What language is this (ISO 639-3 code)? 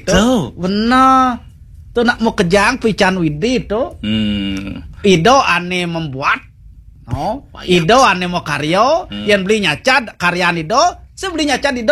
ban